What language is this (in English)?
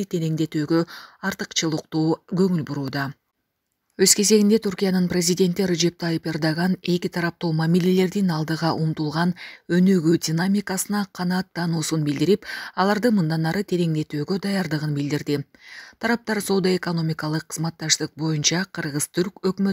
Kyrgyz